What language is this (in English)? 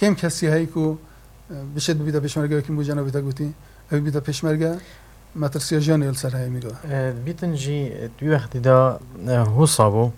Kurdish